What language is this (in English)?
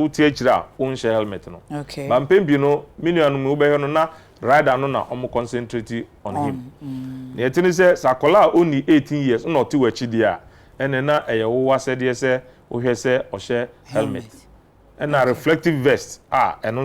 Akan